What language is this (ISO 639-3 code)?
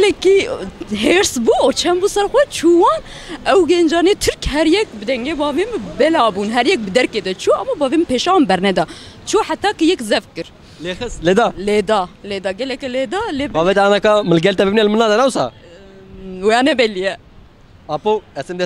kur